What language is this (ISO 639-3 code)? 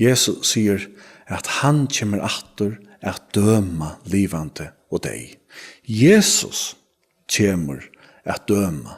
fao